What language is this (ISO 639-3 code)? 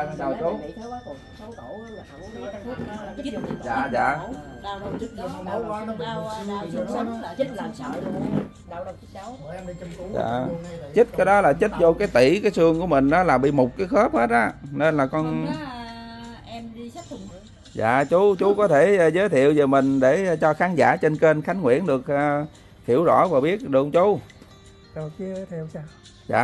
vie